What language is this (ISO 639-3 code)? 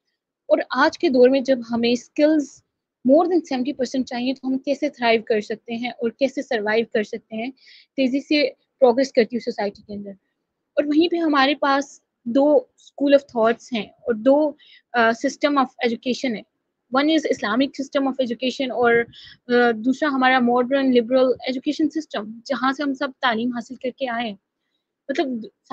urd